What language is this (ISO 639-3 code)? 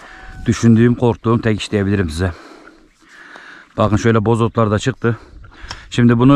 tur